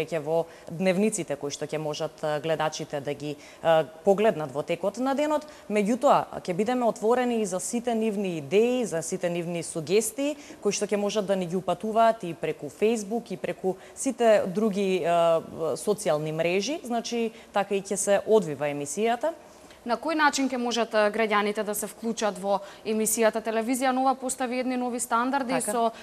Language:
Macedonian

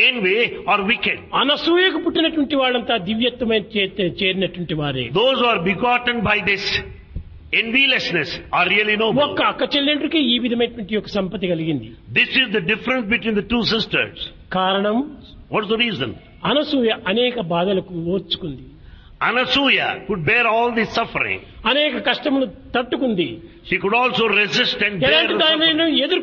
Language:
Telugu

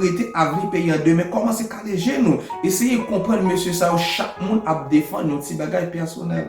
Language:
Haitian Creole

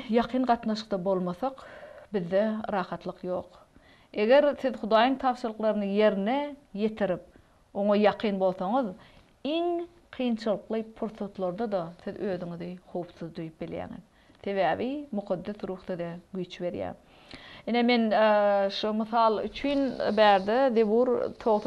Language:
Turkmen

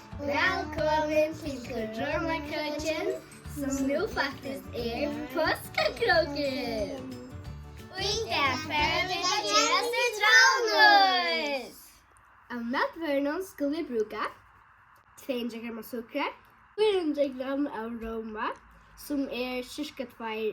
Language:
Faroese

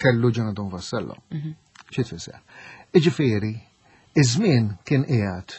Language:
Maltese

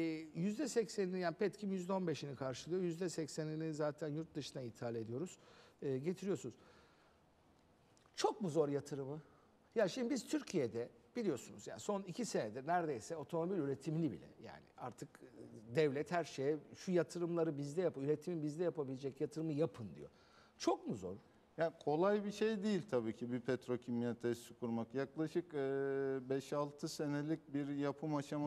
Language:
Turkish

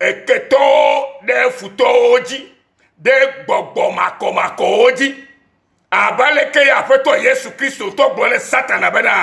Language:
Ewe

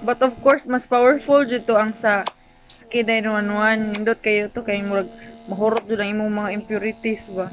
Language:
Cebuano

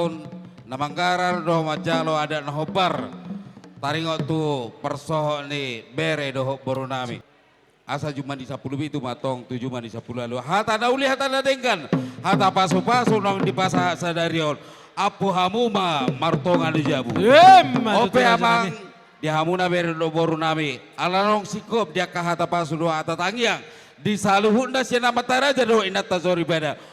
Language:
Batak Toba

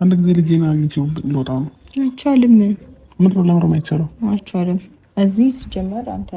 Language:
Amharic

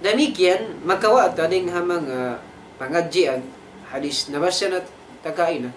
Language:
Tausug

